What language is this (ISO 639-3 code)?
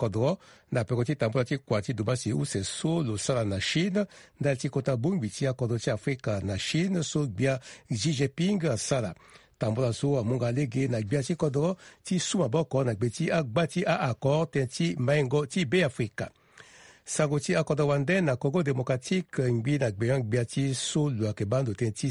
sag